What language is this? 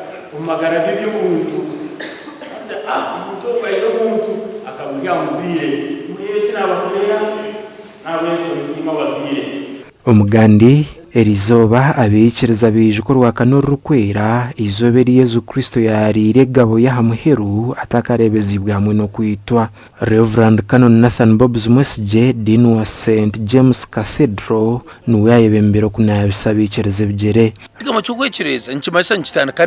Nyankole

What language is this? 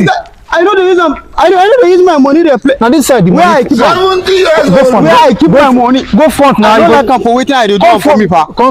Nigerian Pidgin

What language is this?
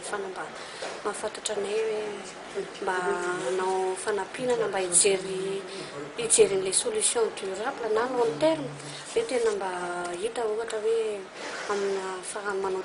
Malagasy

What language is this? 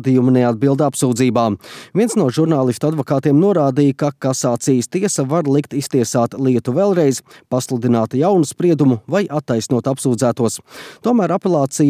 Latvian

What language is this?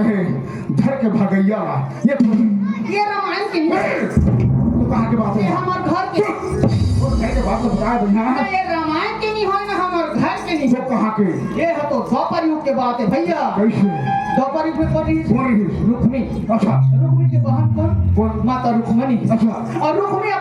Chhattisgarhi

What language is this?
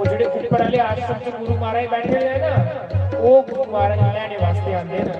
Dogri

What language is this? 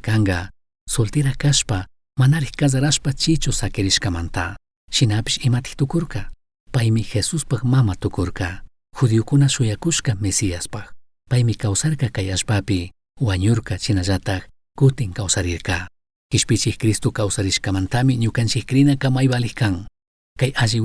Chimborazo Highland Quichua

